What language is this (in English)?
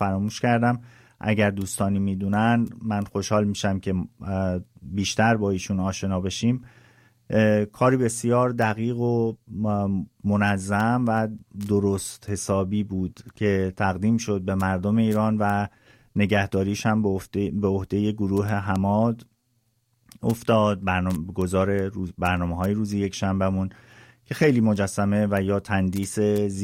Persian